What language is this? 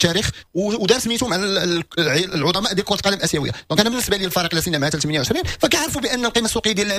Moroccan Arabic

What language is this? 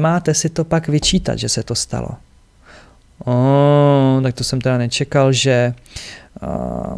Czech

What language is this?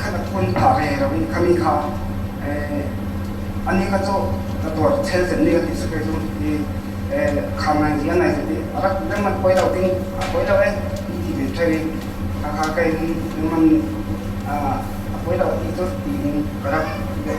Falam Chin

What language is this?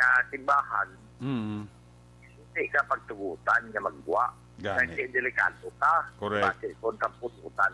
Hiligaynon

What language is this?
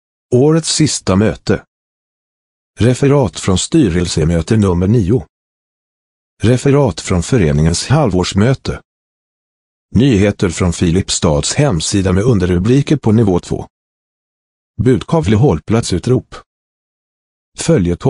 Swedish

